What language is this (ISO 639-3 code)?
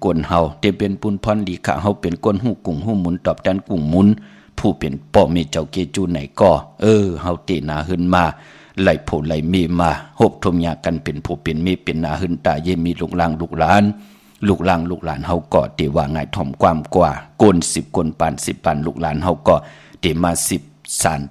shn